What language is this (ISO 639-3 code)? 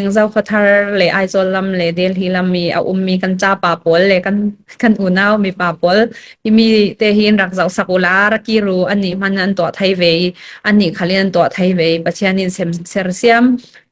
cfm